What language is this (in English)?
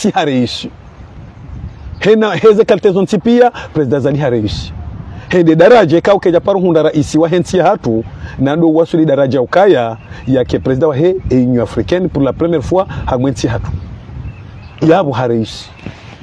Swahili